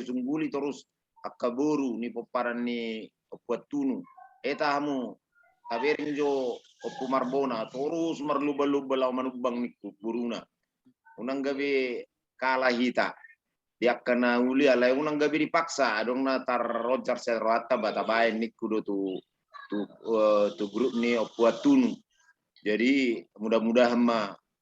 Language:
Batak Toba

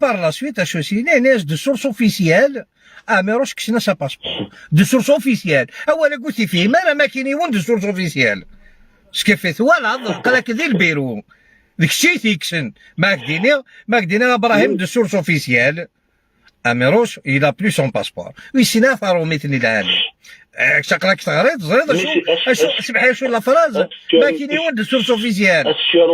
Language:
Algerian Arabic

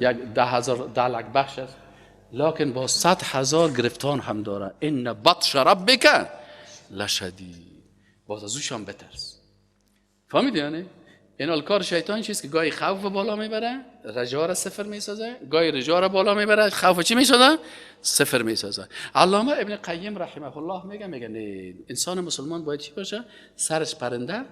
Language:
Persian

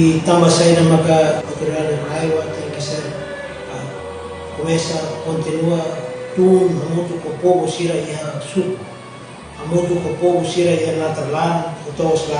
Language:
Tetum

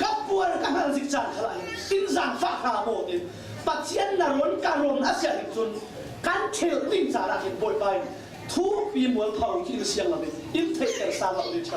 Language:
Falam Chin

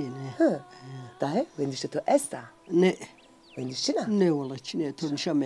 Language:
Zaza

